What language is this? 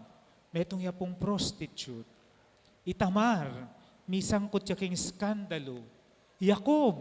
Pampanga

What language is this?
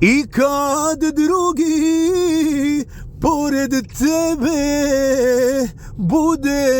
Bosnian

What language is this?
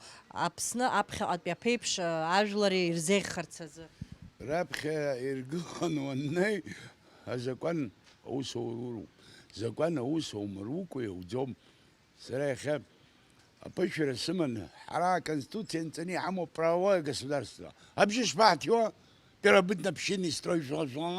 Abkhazian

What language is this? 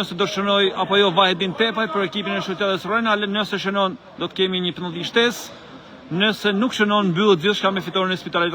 Albanian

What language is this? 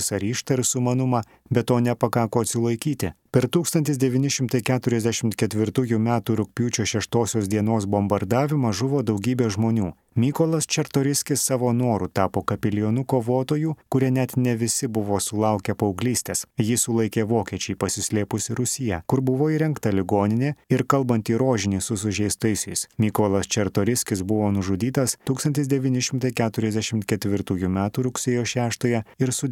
Lithuanian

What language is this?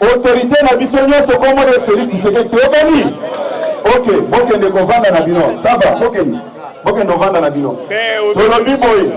Lingala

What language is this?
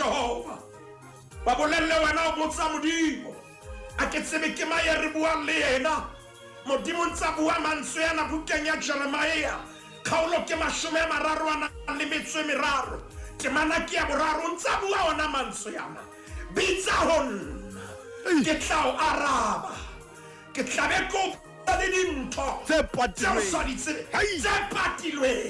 Southern Sotho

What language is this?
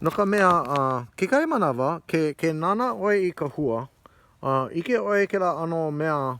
Hawaiian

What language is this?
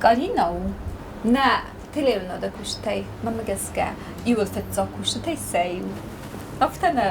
Ossetic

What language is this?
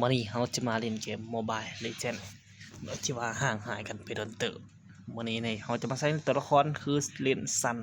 Lao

